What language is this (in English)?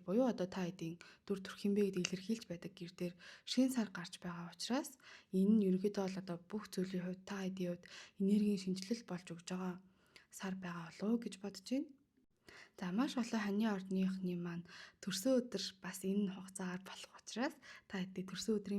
Mongolian